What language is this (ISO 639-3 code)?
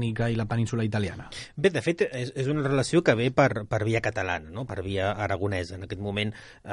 cat